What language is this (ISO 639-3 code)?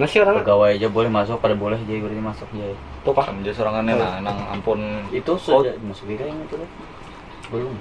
bjn